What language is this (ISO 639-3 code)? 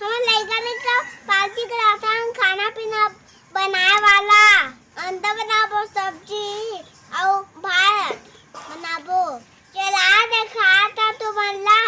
hne